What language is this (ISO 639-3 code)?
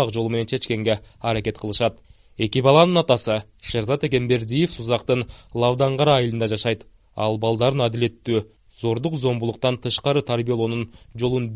kir